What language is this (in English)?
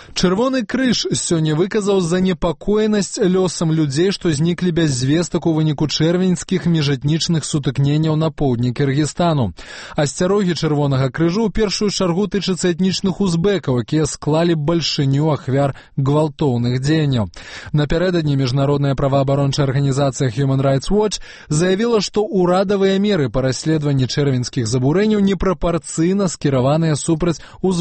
Belarusian